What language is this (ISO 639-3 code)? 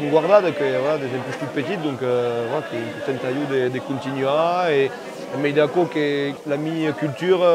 oci